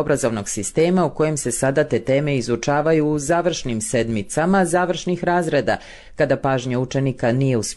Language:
Bosnian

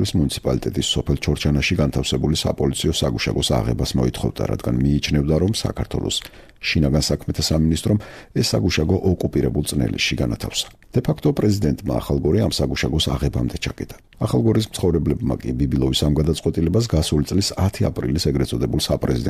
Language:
Georgian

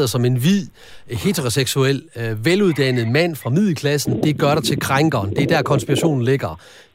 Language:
Danish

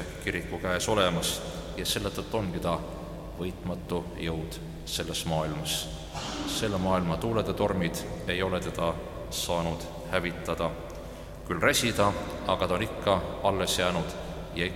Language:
Estonian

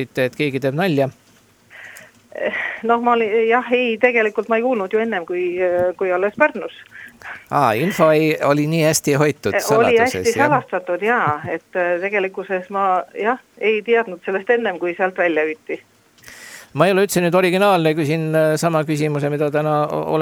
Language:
Estonian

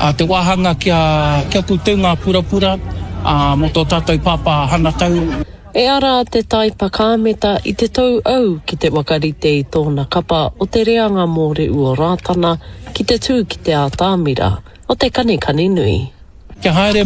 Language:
Māori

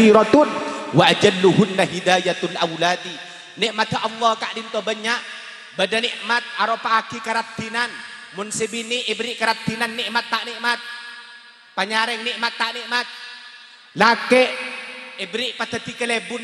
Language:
Madurese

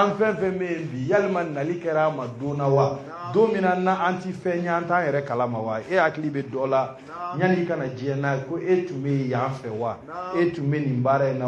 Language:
Bambara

